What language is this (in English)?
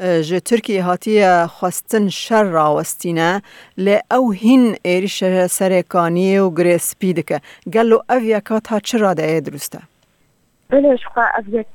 Kurdish